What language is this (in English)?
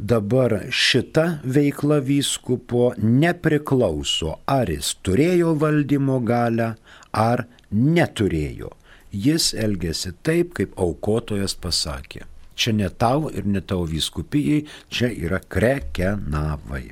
Lithuanian